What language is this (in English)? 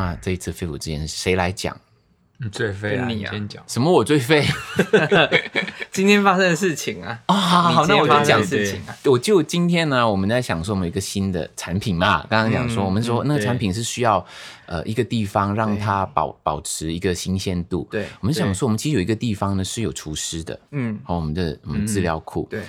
Chinese